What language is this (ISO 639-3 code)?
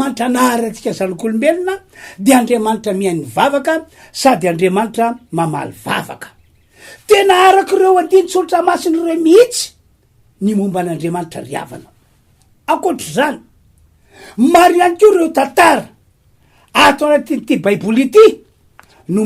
mlg